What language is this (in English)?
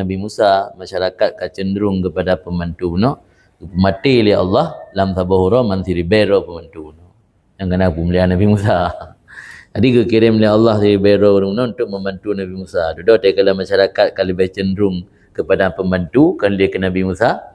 Achinese